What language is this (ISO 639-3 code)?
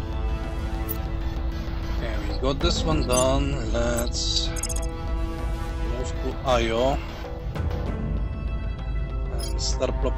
eng